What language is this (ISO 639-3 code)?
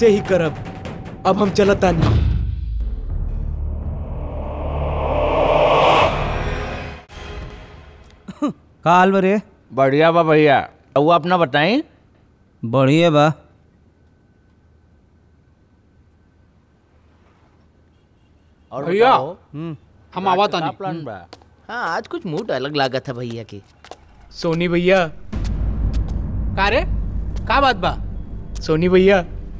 bho